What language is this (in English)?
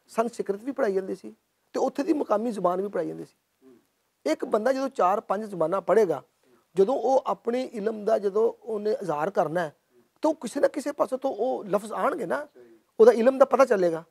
Western Panjabi